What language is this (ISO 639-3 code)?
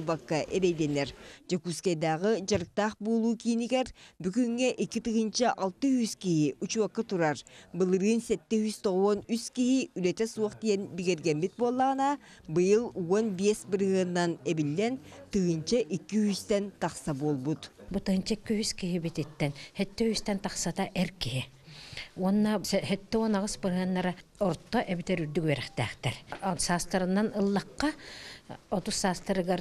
sah